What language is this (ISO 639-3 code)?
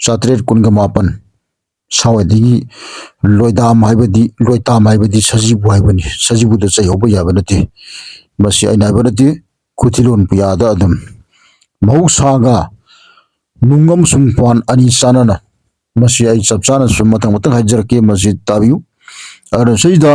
mni